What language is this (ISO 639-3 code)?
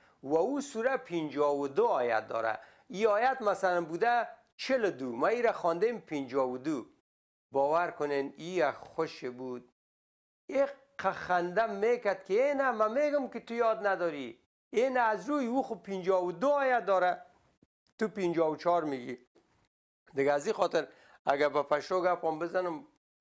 fas